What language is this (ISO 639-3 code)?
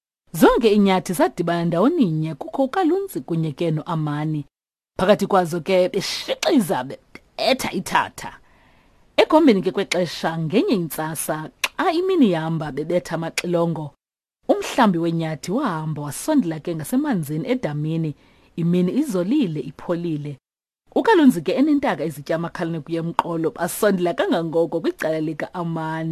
xho